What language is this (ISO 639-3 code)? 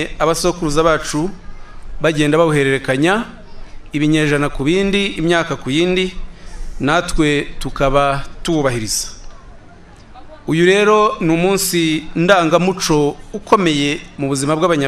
kin